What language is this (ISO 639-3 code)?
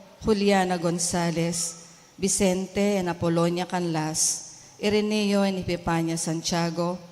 pam